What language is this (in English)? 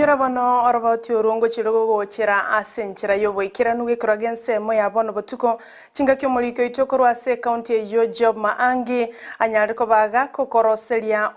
Gusii